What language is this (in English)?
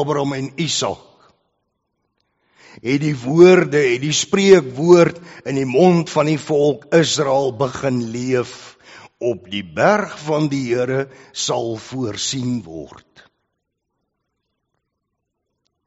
Afrikaans